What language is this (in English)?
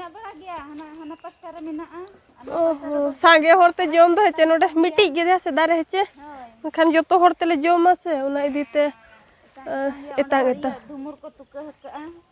Santali